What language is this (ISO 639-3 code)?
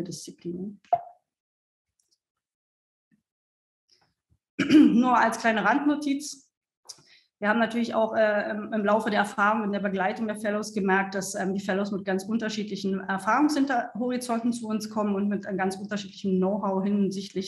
deu